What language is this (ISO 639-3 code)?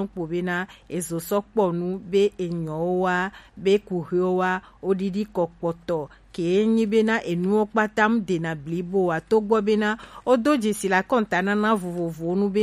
gej